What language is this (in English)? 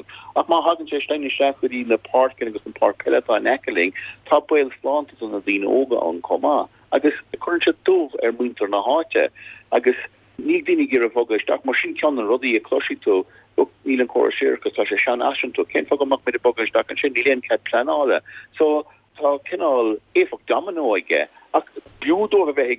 Irish